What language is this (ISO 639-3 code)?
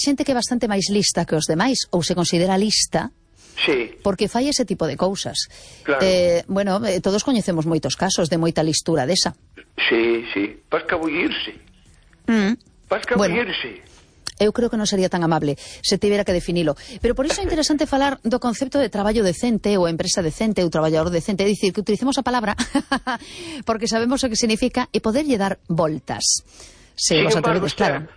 glg